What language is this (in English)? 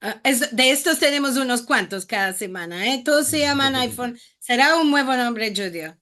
Ladino